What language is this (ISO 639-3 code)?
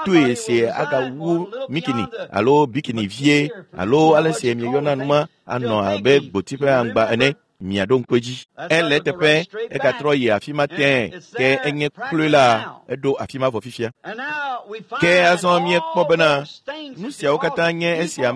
ewe